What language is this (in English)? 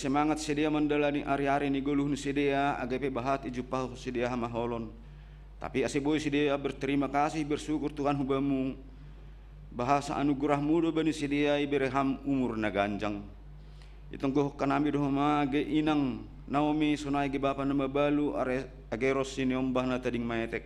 Batak Simalungun